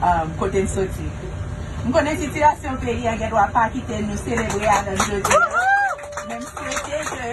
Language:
Haitian Creole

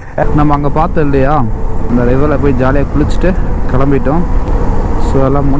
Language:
Tamil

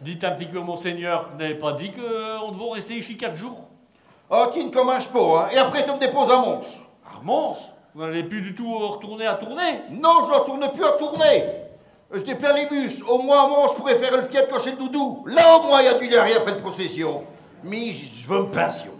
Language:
Picard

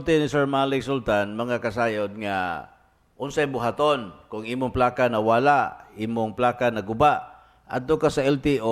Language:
Cebuano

